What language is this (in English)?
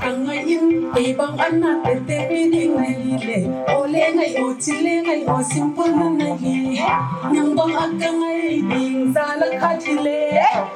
Paite Chin